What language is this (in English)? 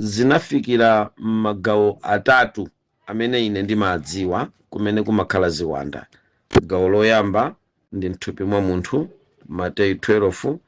Nyanja